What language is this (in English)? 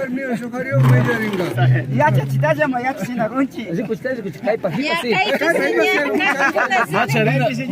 Imbabura Highland Quichua